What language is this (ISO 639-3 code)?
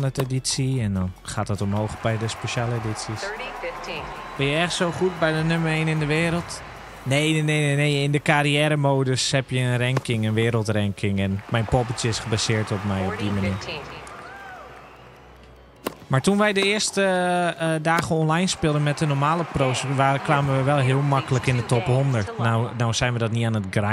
nld